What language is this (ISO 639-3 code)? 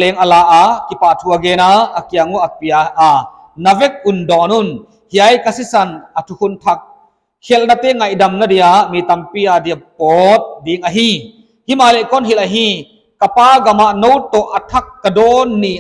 pck